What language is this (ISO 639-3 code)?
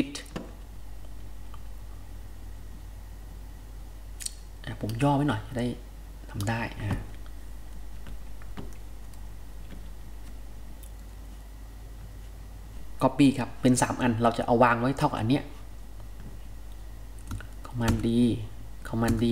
tha